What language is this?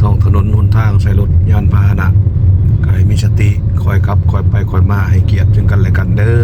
Lao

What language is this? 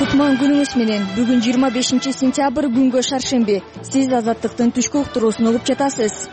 Kyrgyz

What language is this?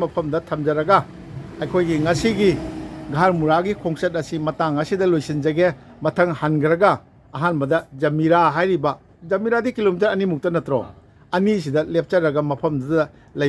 Manipuri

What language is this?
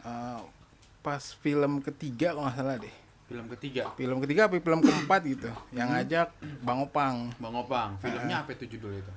Betawi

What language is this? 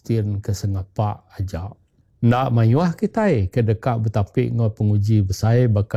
Iban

